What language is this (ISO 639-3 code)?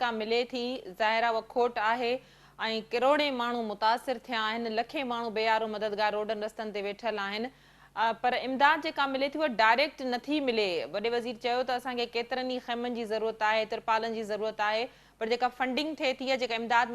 snd